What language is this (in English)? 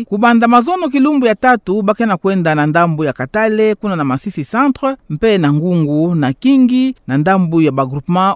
Kituba (Democratic Republic of Congo)